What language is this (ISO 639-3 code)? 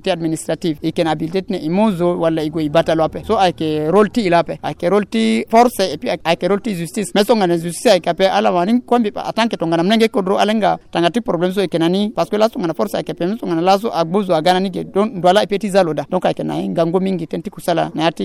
sag